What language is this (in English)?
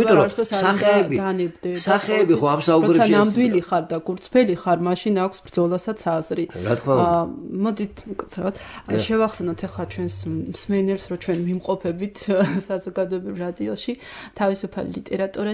Georgian